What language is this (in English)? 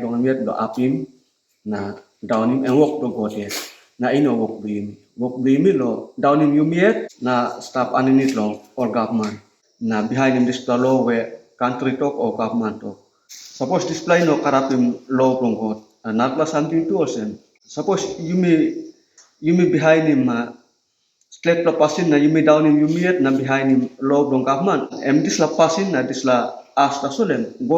Tok Pisin